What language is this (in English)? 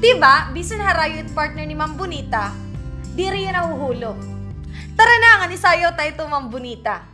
Waray